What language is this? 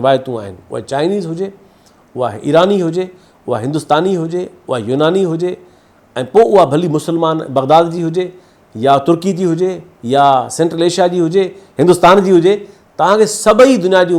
Sindhi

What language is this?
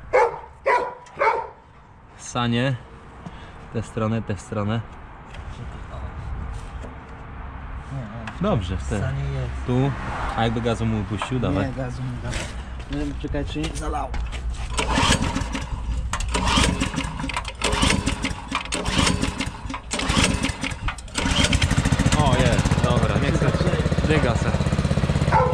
Polish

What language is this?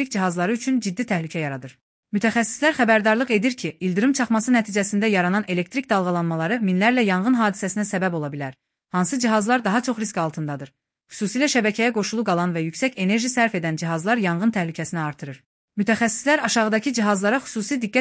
Azerbaijani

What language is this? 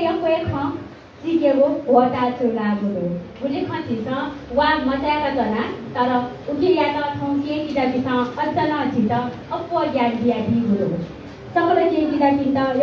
Newari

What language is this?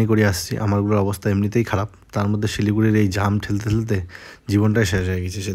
Bangla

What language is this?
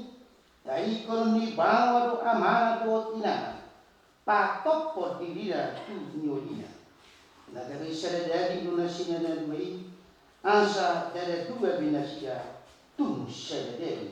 Batak Toba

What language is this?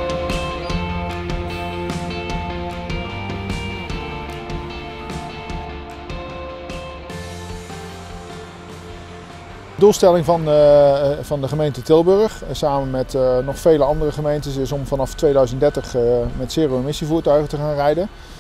Dutch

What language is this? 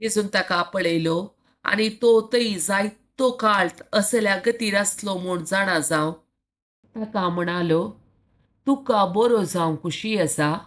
Konkani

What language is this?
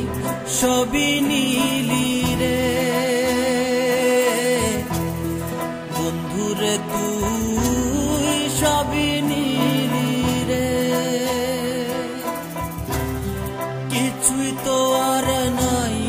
Bangla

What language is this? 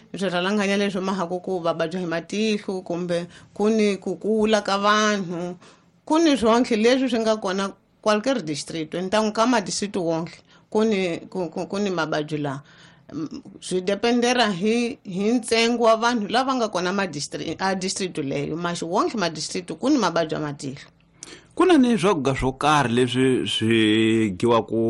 Tsonga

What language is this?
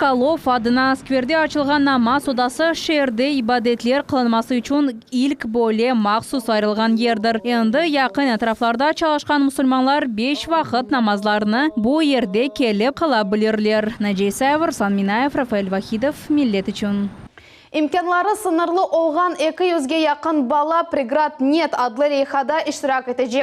Crimean Tatar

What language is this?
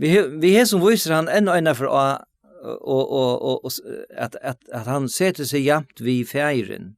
Faroese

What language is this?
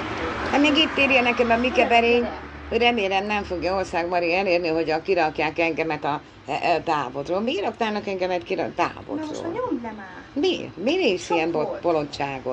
Hungarian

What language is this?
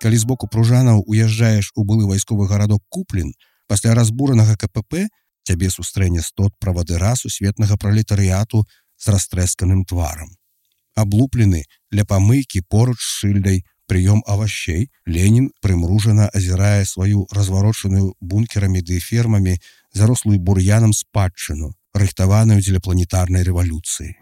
Belarusian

